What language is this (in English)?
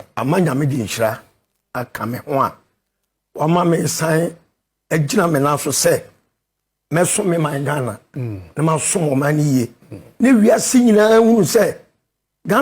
Akan